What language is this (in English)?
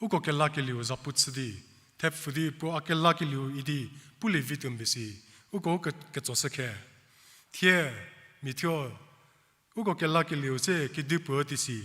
Angami Naga